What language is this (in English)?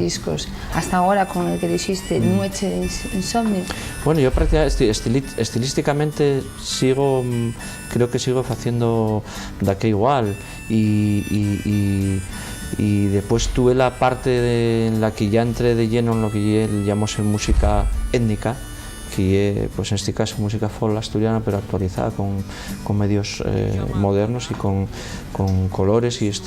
Asturian